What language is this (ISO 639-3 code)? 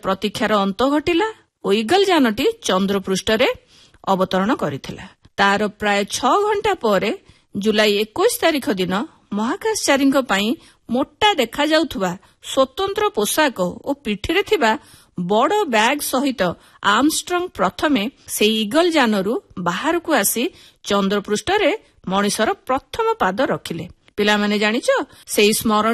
ori